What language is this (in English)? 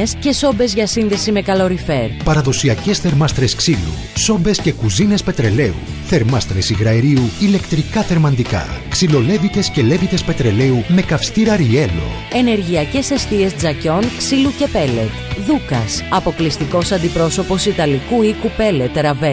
Greek